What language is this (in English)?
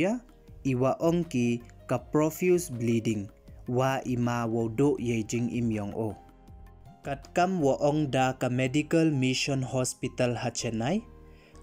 Pnar